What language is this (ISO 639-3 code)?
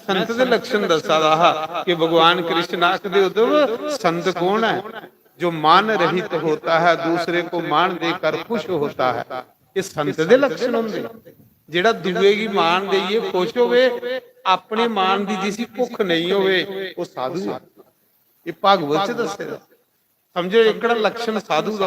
doi